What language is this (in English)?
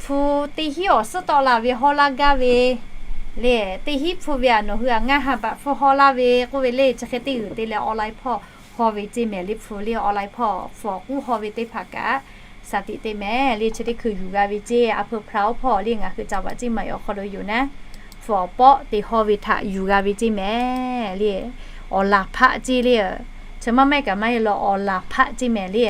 Lahu